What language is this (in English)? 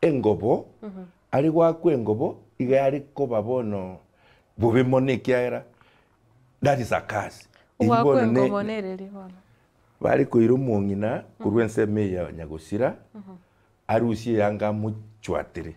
Gusii